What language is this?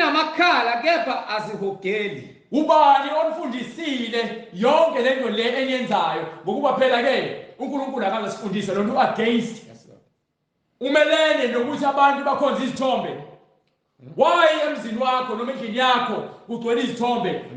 Zulu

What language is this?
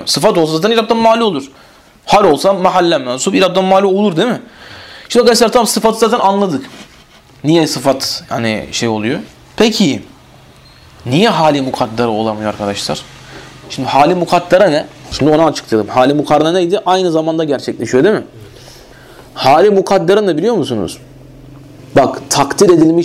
Turkish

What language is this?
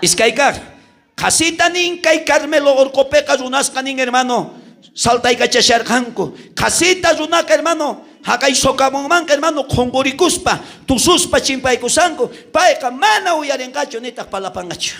South Bolivian Quechua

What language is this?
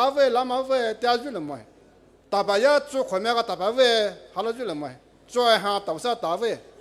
Poumei Naga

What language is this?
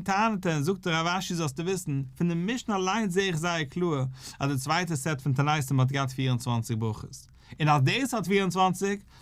Yiddish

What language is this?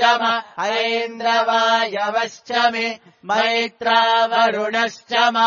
Sanskrit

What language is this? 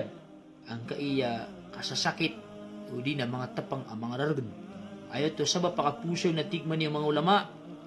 Maranao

